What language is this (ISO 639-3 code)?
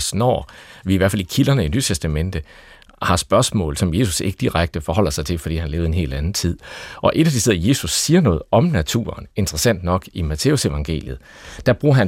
dan